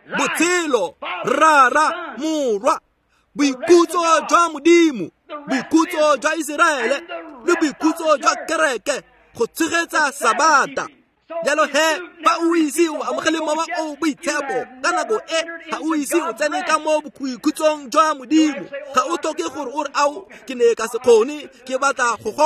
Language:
Tswana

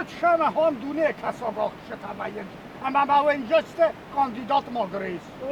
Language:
Ossetic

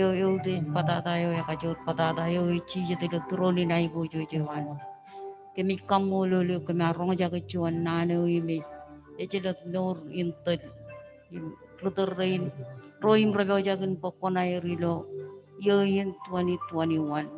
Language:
Marshallese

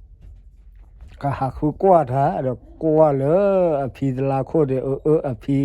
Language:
S'gaw Karen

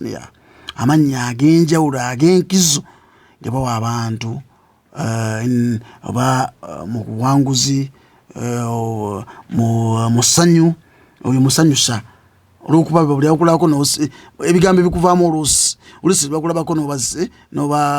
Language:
Ganda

